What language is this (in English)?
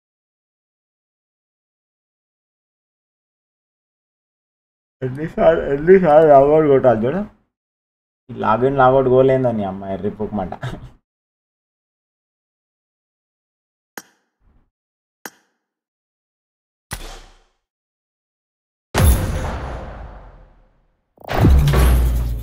Telugu